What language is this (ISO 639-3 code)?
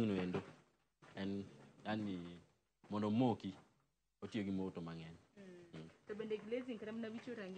luo